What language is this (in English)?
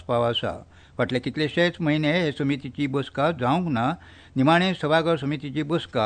Konkani